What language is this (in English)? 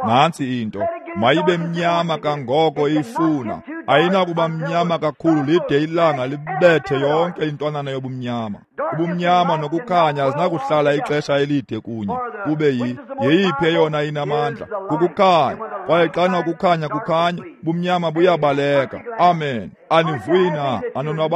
Xhosa